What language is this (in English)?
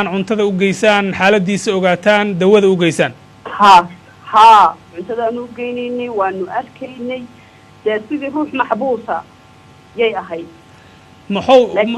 Somali